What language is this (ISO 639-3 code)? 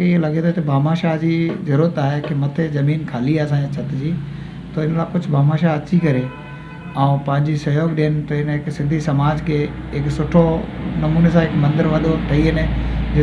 snd